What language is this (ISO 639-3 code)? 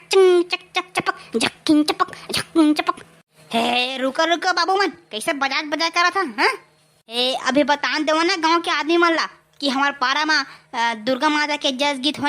hne